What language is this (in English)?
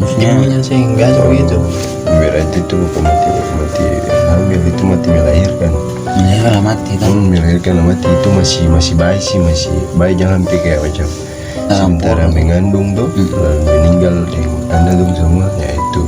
Ambonese Malay